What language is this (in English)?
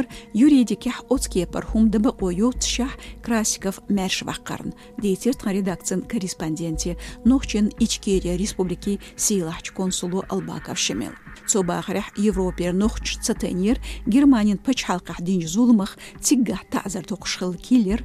Chechen